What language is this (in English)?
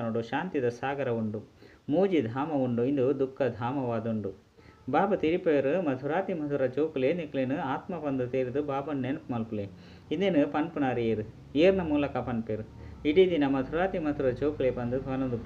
Tulu